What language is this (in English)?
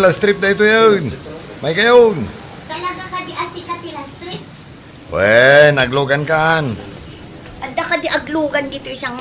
Iloko